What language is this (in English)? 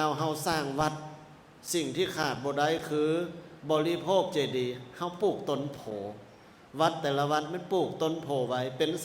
Lao